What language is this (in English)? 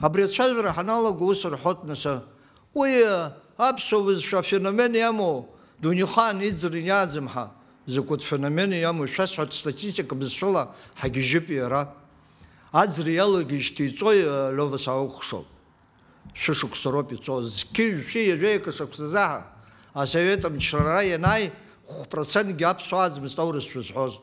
Abkhazian